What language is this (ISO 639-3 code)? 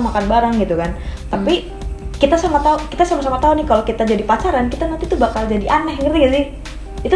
ind